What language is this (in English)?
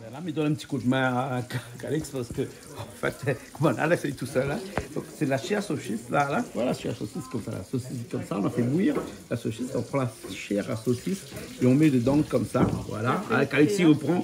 Réunion Creole French